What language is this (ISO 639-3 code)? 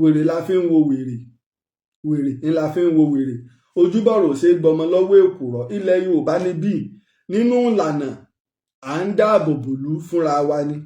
yor